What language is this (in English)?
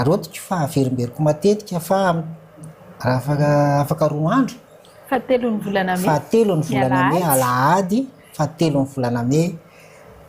Malagasy